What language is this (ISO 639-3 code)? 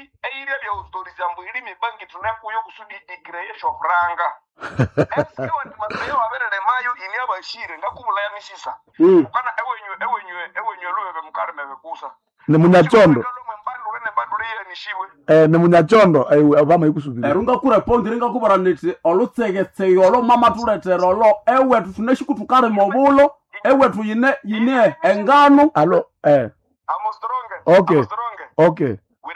nnb